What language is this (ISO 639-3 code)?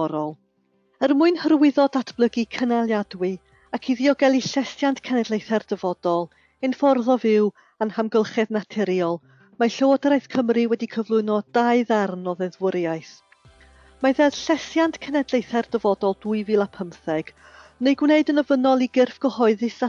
cym